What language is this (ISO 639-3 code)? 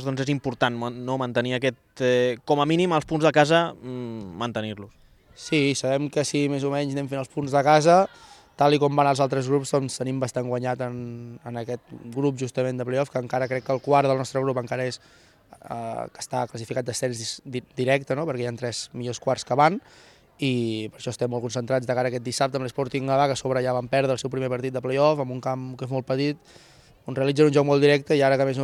cat